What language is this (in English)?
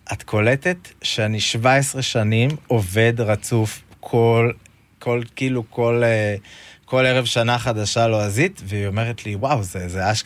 Hebrew